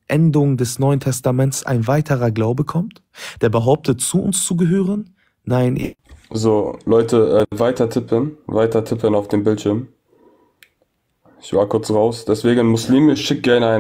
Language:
German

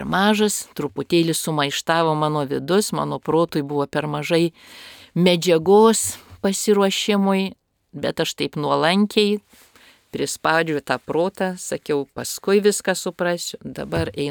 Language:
Lithuanian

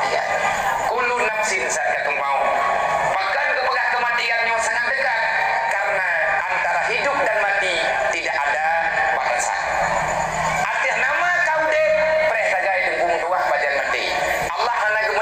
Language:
Achinese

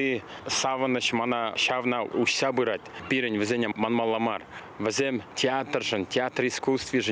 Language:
Chuvash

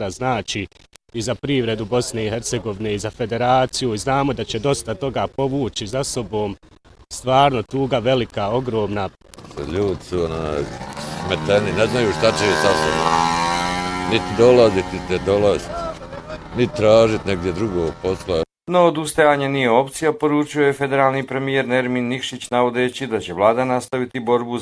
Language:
Bosnian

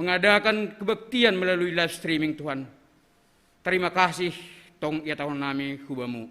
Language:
Batak Simalungun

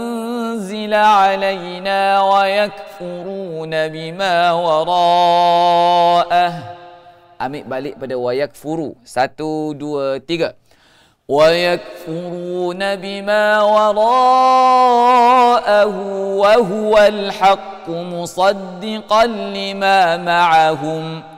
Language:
Malay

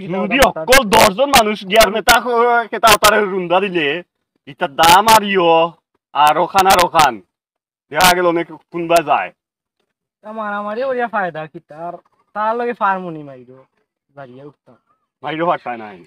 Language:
Sylheti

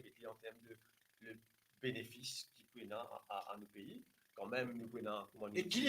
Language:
Morisyen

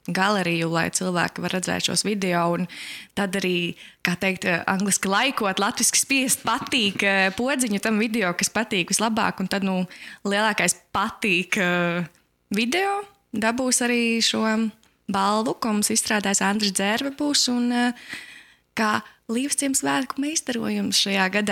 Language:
Latvian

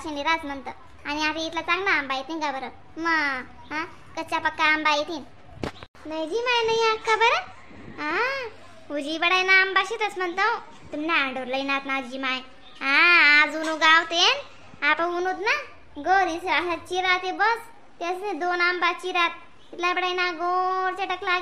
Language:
Khandesi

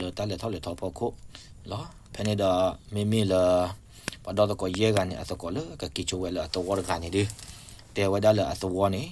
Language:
S'gaw Karen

